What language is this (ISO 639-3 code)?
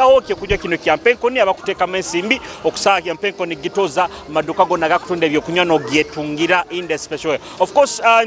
nyo